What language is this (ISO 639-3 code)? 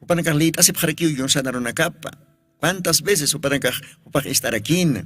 aym